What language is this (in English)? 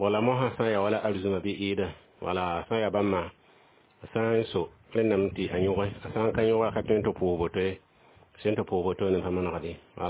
Mossi